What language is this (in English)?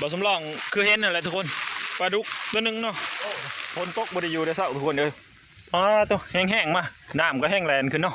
Northeastern Thai